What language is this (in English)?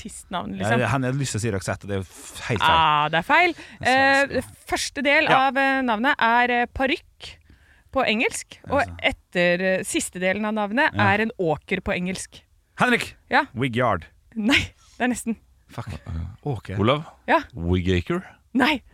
Norwegian